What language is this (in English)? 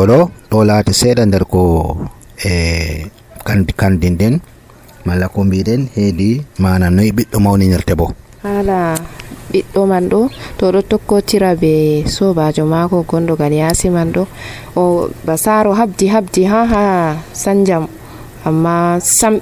Nigerian Fulfulde